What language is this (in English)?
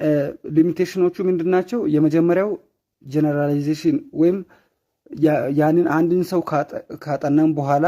Amharic